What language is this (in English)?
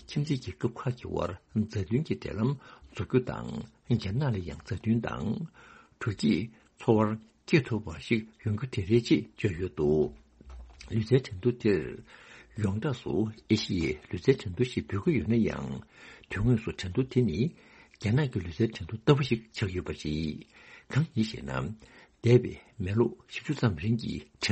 Tibetan